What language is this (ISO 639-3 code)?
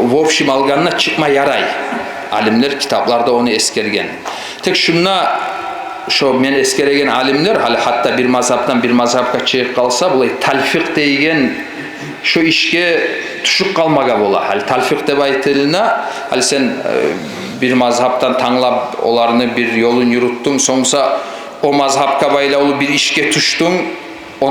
kum